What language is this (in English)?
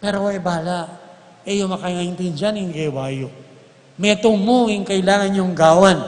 Pampanga